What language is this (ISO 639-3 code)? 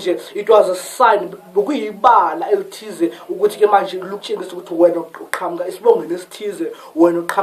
zul